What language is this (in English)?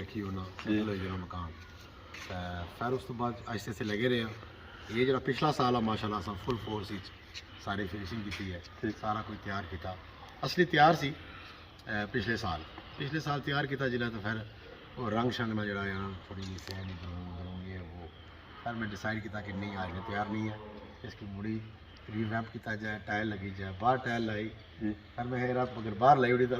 Pahari-Potwari